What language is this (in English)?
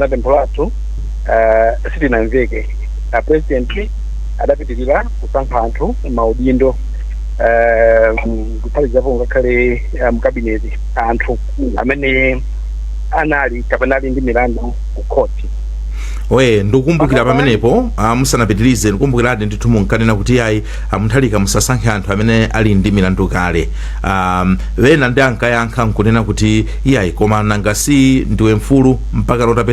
Nyanja